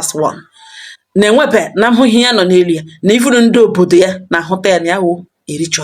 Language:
Igbo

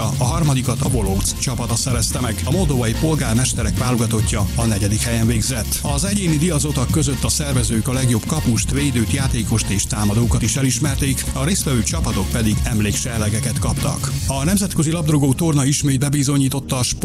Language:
Hungarian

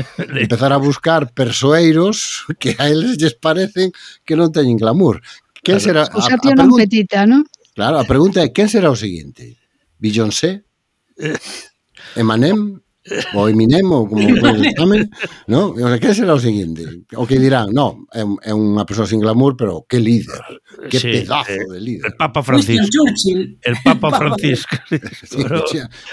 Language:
Galician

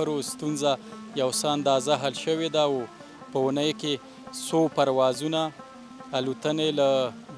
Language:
Pashto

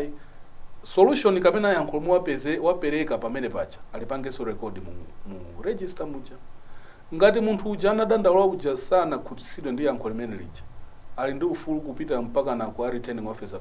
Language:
Nyanja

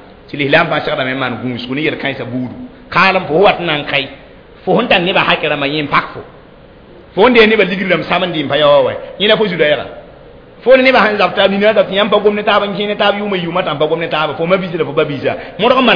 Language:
Mossi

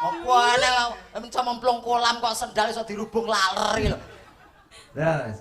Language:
Javanese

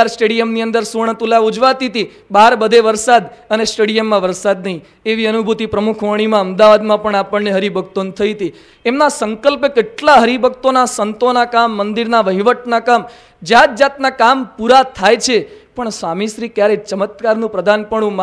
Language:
Gujarati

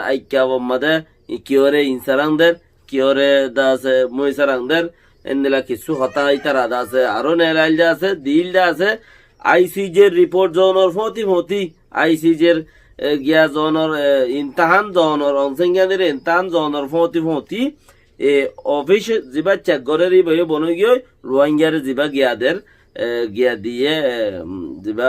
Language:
Rohingya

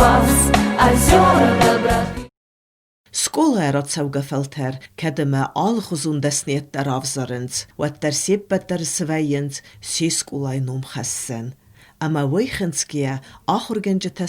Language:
Ossetic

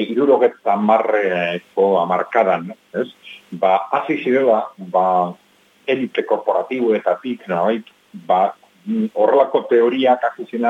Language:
Basque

